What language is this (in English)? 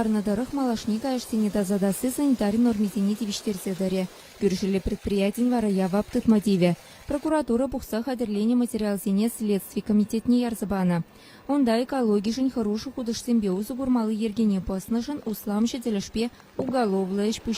Chuvash